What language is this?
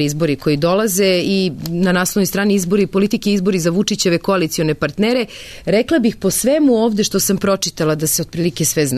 Serbian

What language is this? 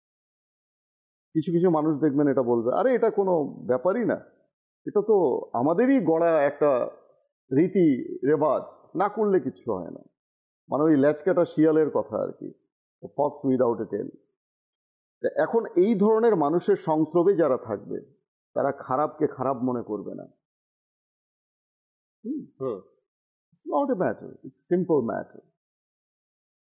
Bangla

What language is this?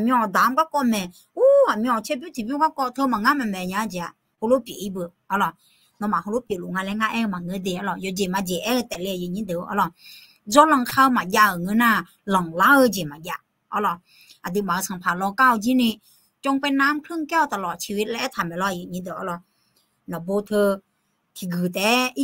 Akha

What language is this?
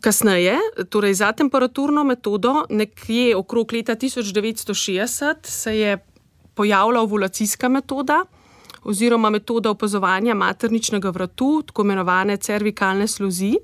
Slovenian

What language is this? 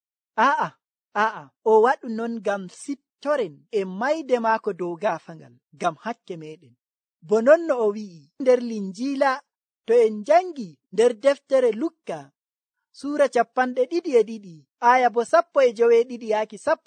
Nigerian Fulfulde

